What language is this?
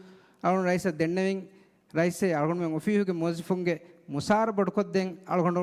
Divehi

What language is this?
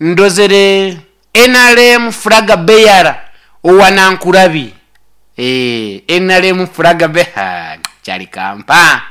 Nyoro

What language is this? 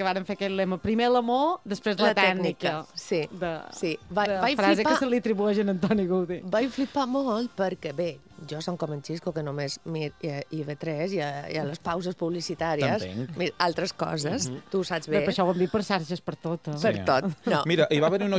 Catalan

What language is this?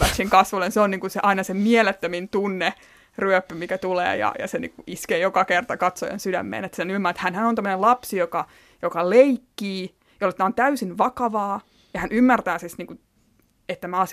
Finnish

